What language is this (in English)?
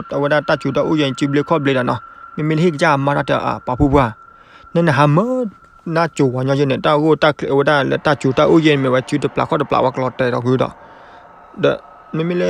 S'gaw Karen